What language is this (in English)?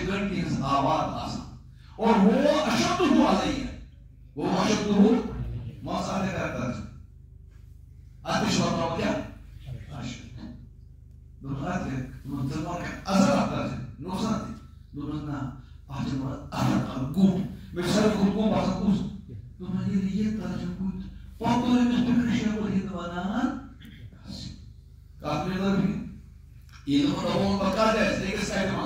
Kashmiri